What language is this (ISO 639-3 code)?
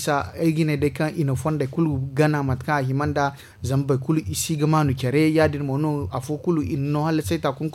dje